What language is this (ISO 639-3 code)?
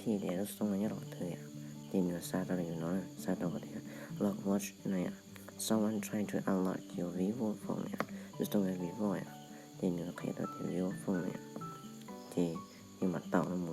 hmn